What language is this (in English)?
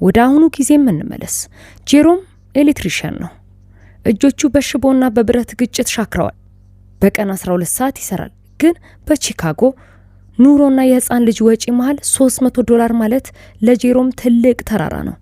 Amharic